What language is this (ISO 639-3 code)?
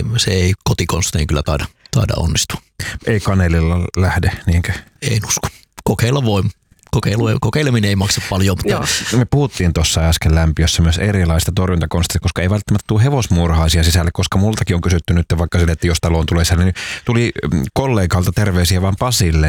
fin